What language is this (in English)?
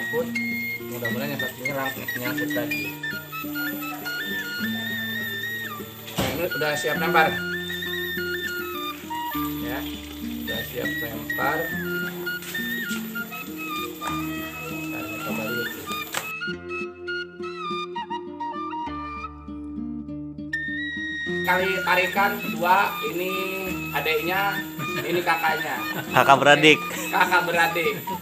Indonesian